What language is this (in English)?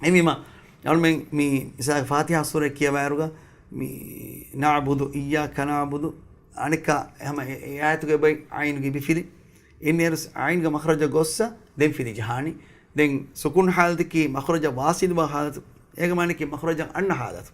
Divehi